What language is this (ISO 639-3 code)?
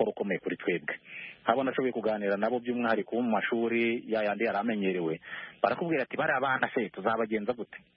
kin